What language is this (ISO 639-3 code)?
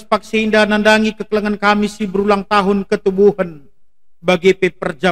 btx